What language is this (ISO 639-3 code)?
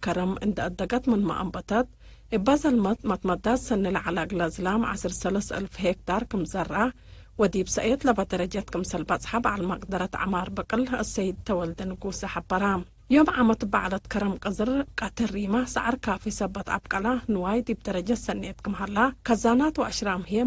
tig